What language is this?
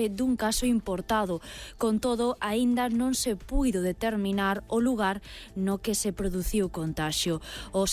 Galician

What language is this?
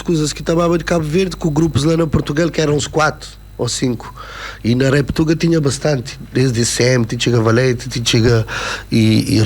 Kabuverdianu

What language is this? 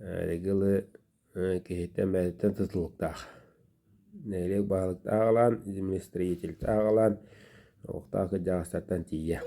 Yakut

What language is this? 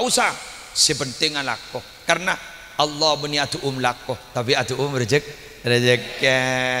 Madurese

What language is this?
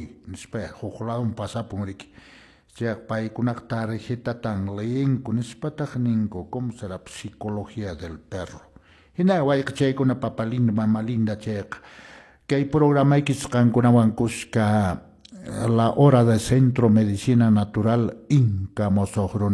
Quechua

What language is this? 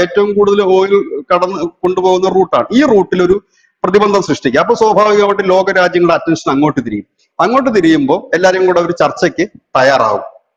Malayalam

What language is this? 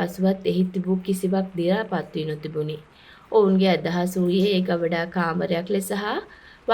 Sinhala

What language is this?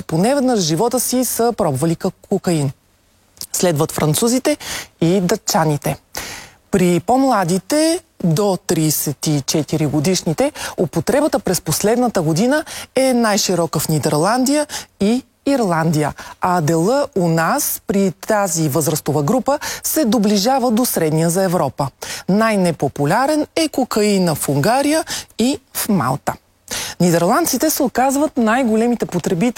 Bulgarian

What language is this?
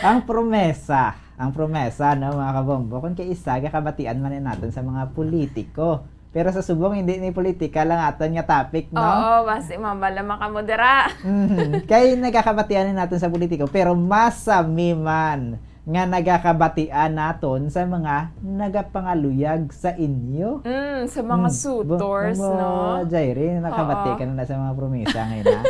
Hiligaynon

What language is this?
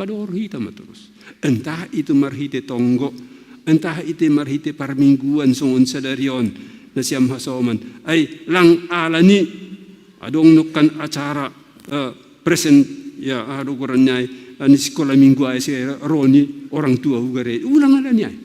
Batak Simalungun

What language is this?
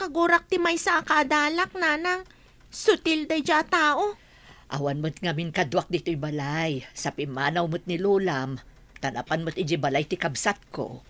Iloko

